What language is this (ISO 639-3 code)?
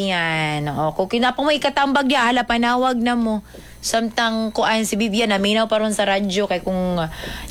ceb